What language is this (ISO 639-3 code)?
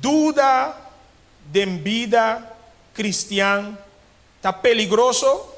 pap